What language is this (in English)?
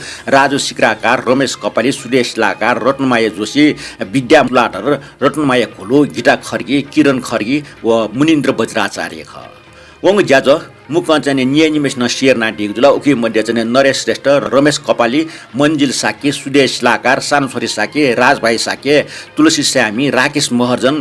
Newari